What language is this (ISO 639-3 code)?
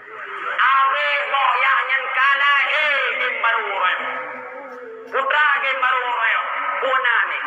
ace